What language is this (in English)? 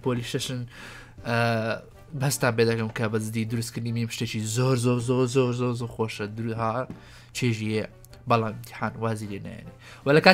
Central Kurdish